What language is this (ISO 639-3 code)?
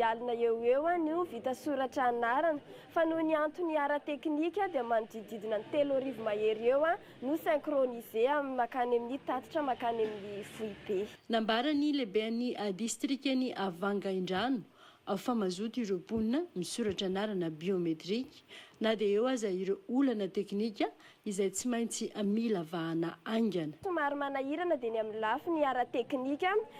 mlg